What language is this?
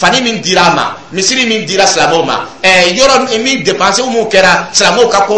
Dyula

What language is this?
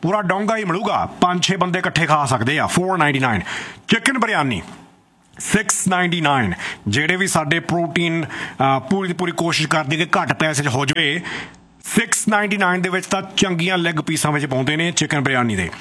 Punjabi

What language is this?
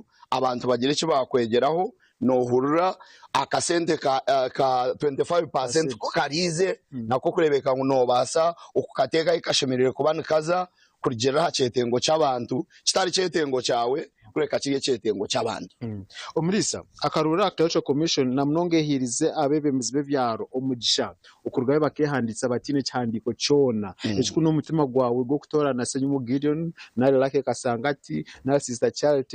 Nyankole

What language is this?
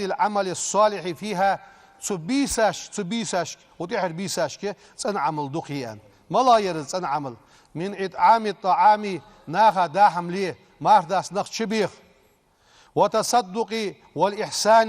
Ingush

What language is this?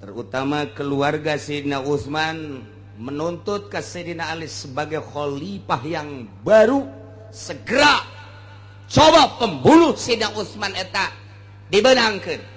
Sundanese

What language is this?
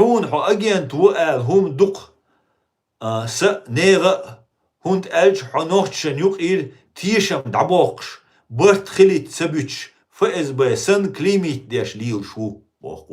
Chechen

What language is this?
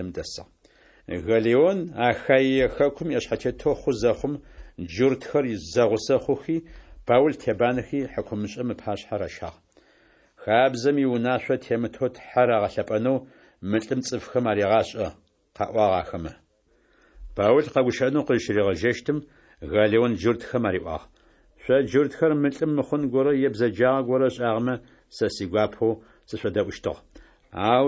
Adyghe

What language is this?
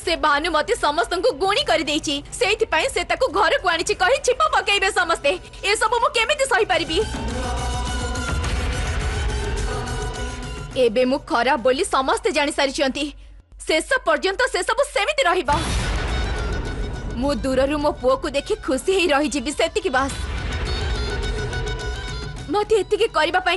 Odia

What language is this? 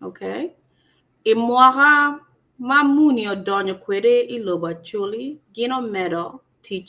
Acoli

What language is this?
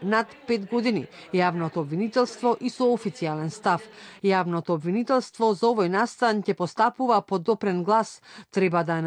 Macedonian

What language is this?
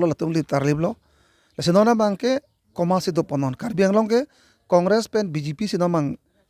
Karbi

